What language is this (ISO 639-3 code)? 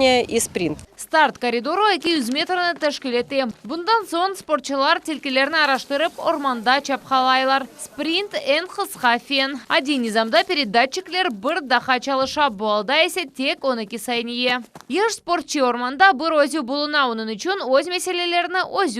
crh